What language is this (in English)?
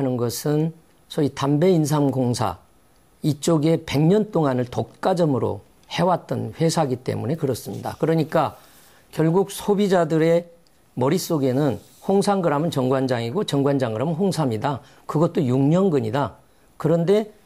Korean